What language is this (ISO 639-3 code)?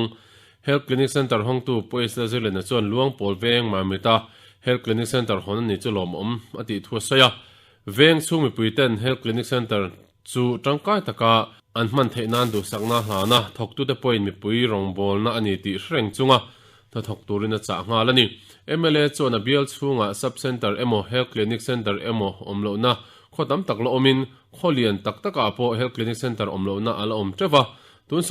lus